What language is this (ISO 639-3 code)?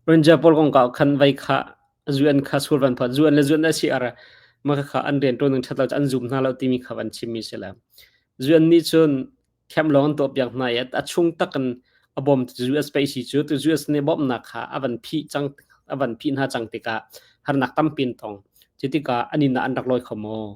cnh